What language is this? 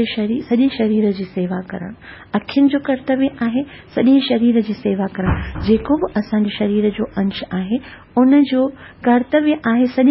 Sindhi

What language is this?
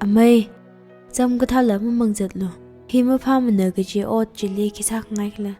Tangkhul Naga (India)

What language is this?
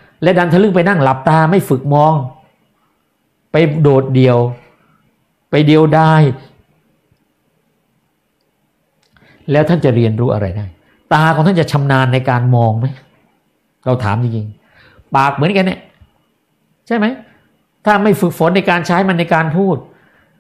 Thai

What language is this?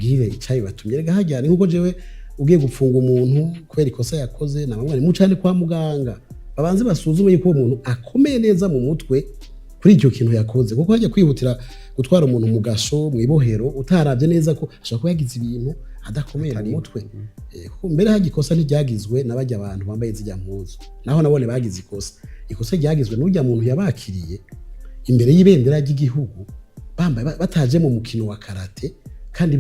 Rundi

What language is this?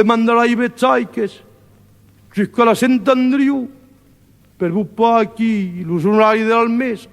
Occitan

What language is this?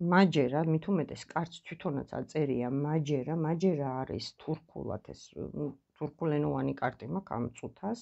Georgian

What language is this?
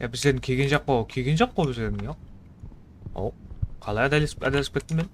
Kara-Kalpak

